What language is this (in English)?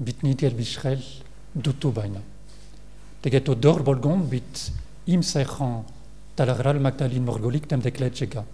Mongolian